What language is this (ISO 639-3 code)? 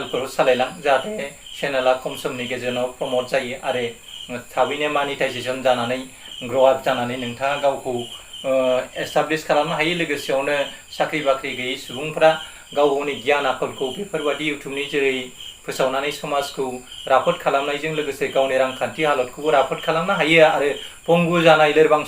brx